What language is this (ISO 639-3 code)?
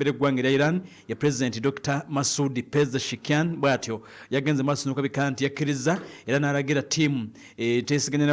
lug